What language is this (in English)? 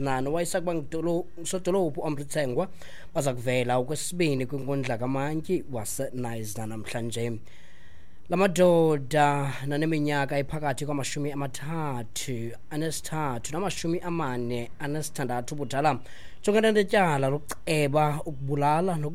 Xhosa